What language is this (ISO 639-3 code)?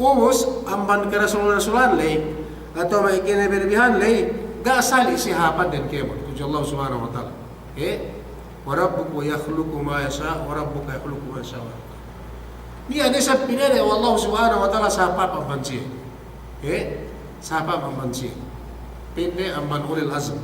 yka